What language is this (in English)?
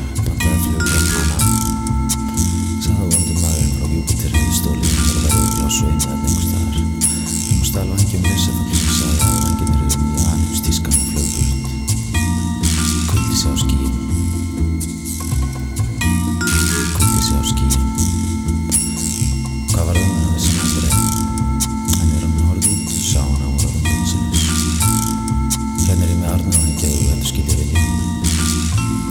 Icelandic